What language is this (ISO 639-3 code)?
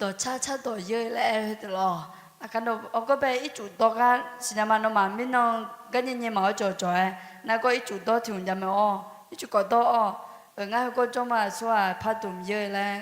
ahk